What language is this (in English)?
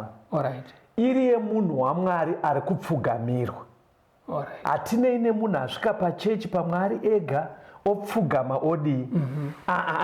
Shona